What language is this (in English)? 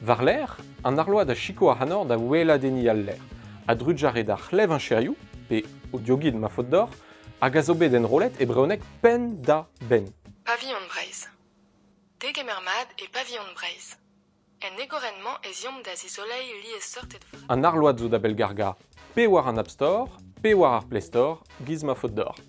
Breton